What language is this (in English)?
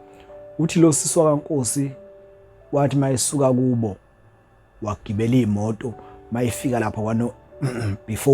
Zulu